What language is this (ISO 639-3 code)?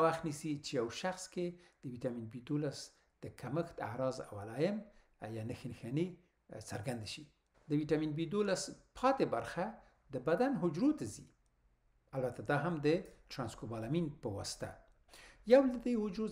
pus